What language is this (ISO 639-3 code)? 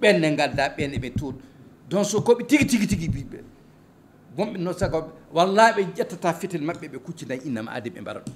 ful